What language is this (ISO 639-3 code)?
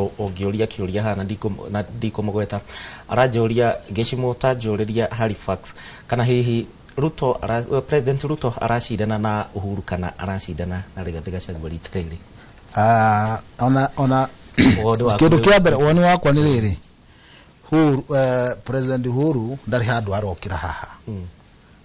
kik